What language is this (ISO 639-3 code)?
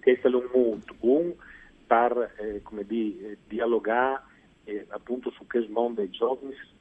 fur